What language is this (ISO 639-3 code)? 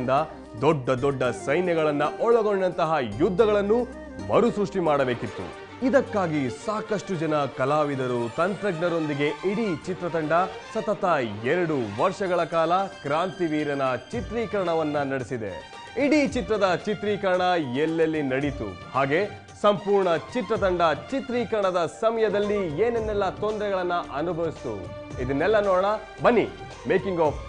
kan